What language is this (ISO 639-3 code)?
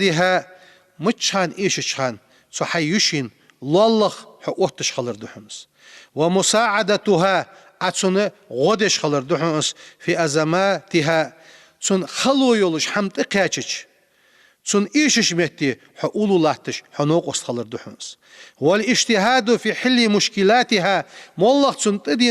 inh